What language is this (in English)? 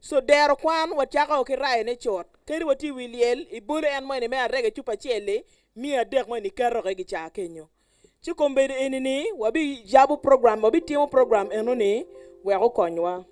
Acoli